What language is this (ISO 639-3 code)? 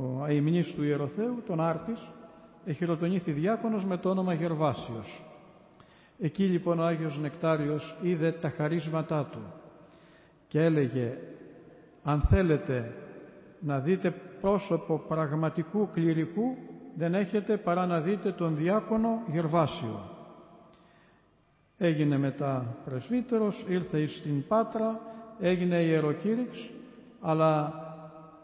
ell